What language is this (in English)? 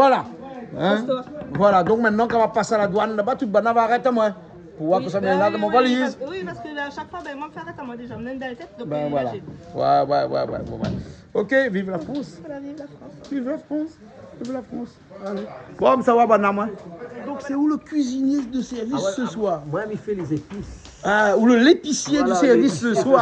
Réunion Creole French